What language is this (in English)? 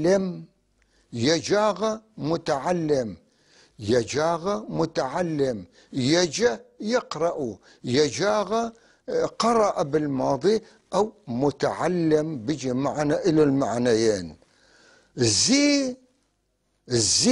North Levantine Arabic